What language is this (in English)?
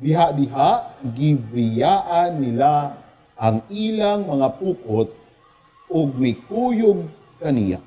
Cebuano